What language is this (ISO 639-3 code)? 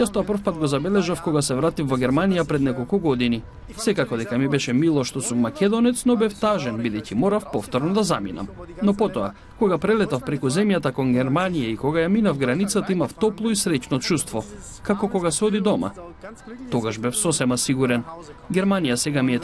mkd